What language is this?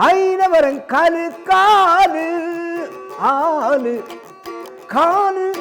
Tigrinya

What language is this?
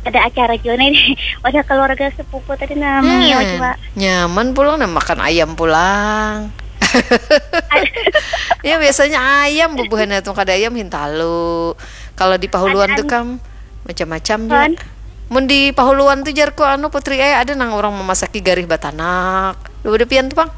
Banjar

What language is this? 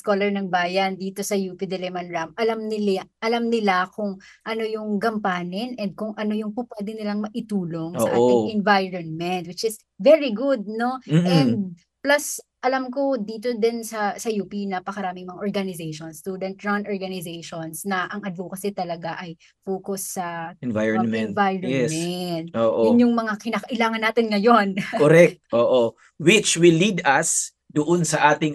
Filipino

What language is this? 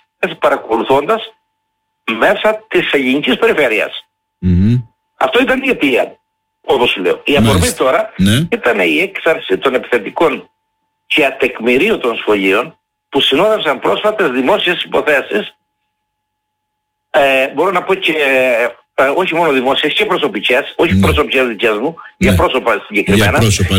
Greek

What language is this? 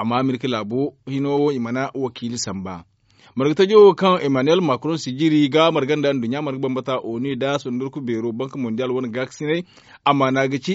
Zarma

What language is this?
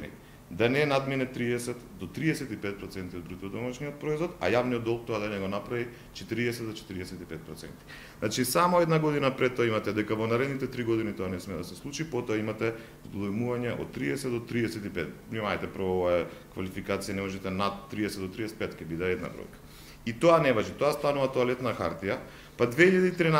Macedonian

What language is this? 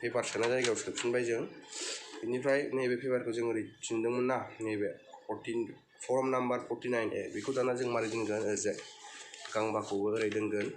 Bodo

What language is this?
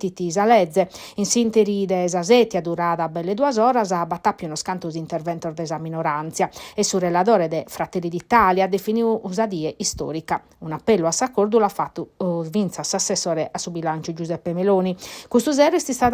Sardinian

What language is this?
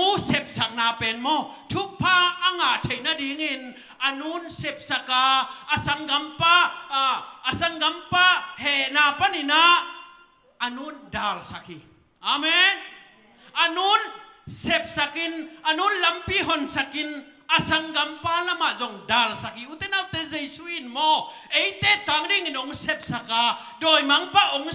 Tedim Chin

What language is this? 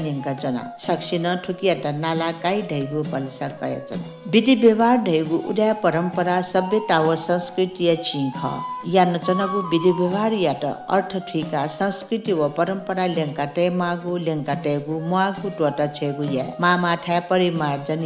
Newari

